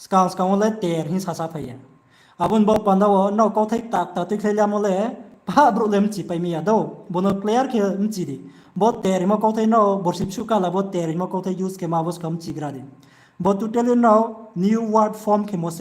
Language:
Riang (India)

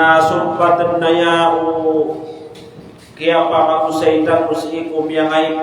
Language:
Maranao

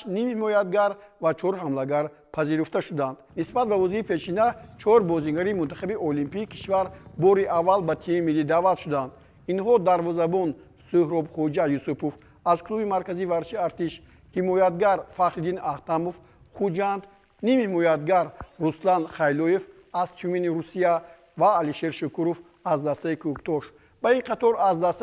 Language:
Tajik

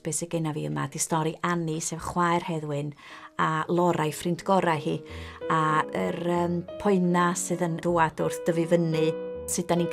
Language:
Welsh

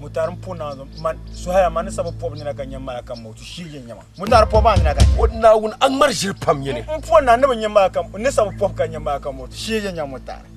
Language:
Dagbani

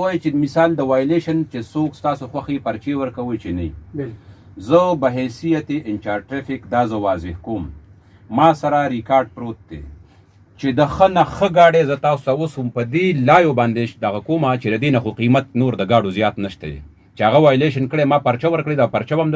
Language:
Pashto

